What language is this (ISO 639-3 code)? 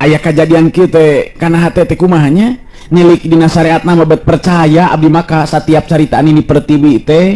sun